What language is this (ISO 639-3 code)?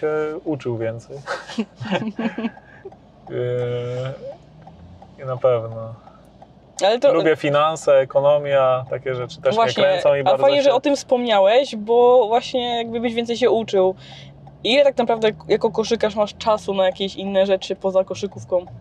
pol